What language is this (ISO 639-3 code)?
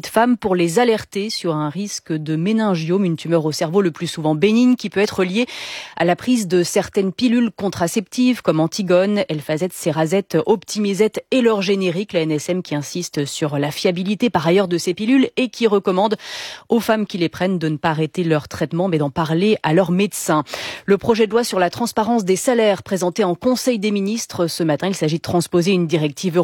fra